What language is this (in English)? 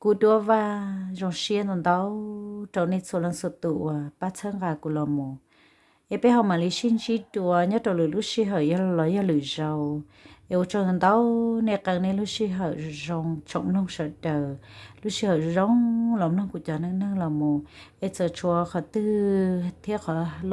Hmong